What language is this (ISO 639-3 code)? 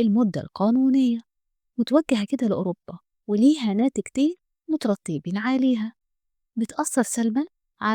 arz